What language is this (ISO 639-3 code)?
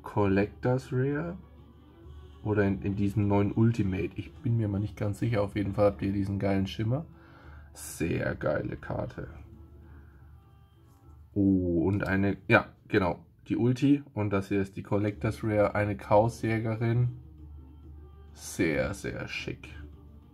deu